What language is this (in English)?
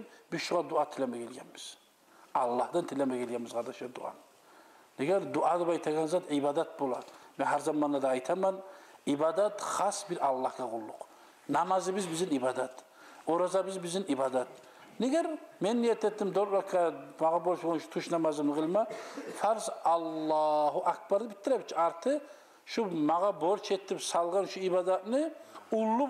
Kumyk